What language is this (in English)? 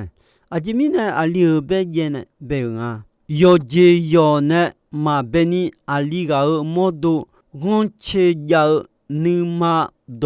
Akha